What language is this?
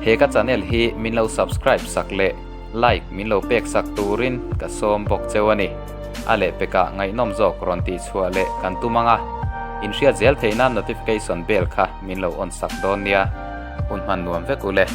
Mizo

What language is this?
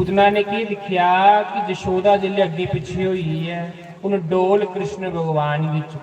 Dogri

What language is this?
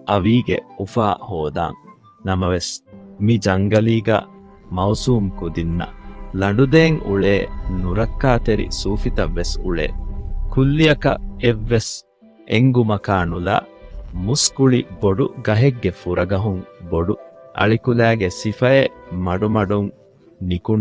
Divehi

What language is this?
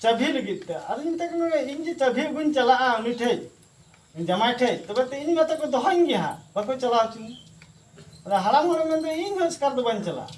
Santali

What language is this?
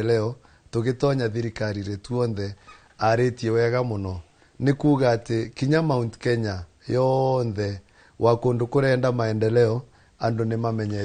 Kikuyu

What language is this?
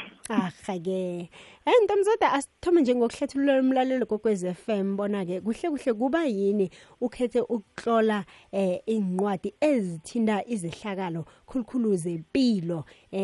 Xhosa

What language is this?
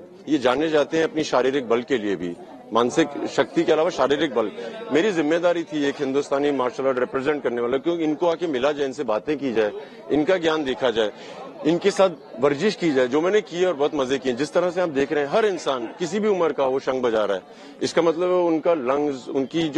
Hindi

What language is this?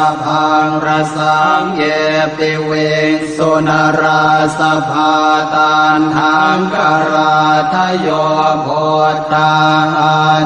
Pali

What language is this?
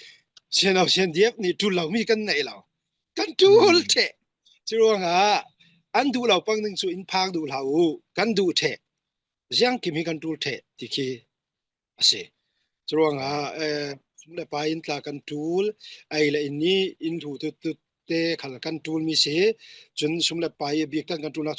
Falam Chin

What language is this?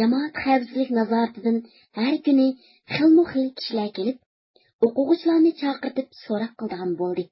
Uyghur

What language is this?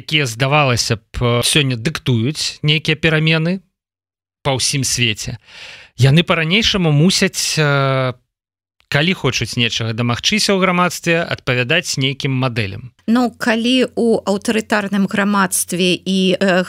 Belarusian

